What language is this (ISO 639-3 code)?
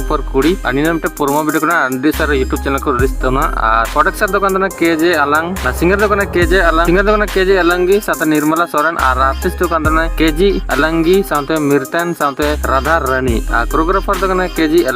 sat